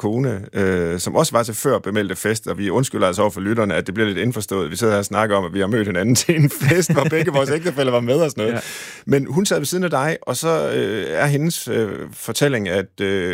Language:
Danish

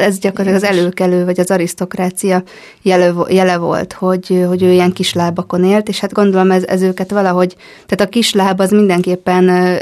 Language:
Hungarian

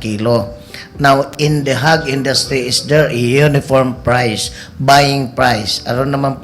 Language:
Cebuano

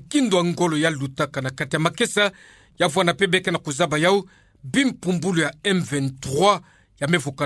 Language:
Kituba (Democratic Republic of Congo)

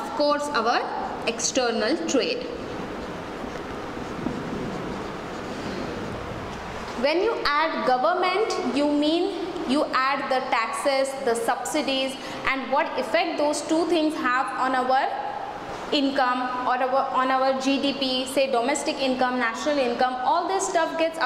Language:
English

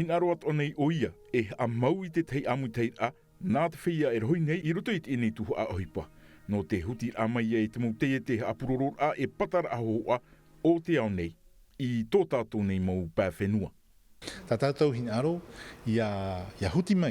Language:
Tahitian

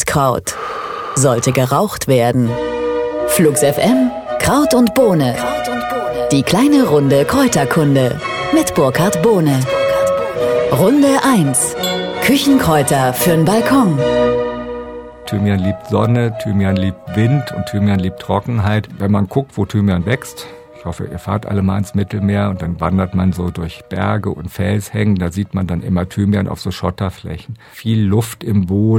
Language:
German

